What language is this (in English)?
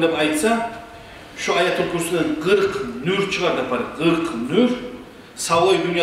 Kumyk